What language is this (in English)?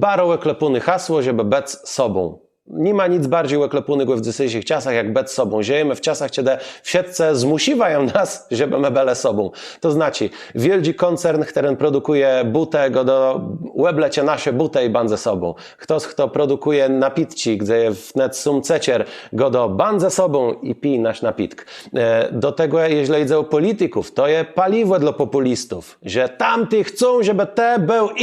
Kashubian